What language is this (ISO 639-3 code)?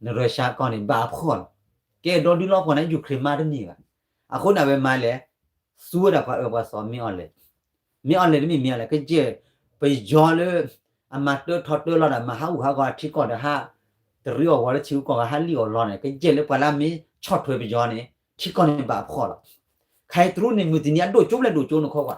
ksw